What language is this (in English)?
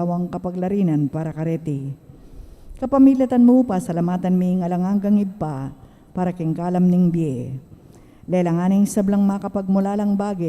Pampanga